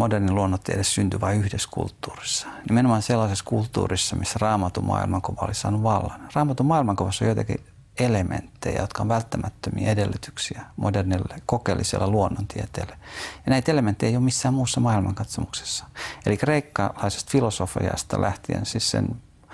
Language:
Finnish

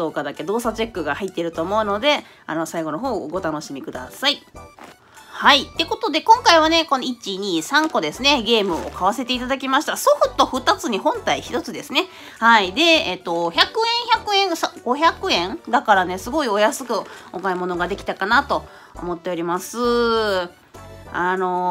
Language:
Japanese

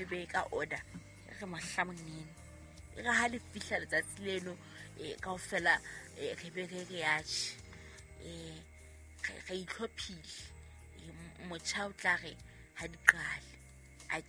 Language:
Southern Sotho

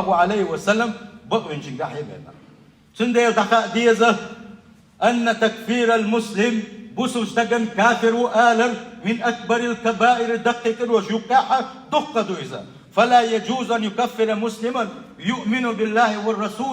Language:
Chechen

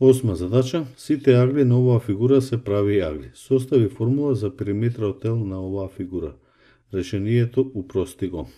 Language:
Macedonian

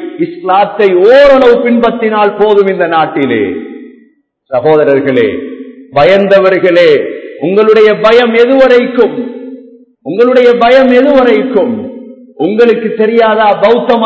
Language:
Tamil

